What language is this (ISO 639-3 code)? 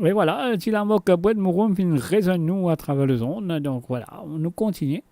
mfe